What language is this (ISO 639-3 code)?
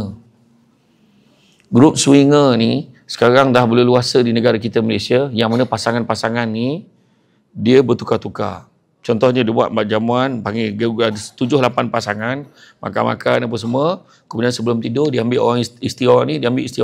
msa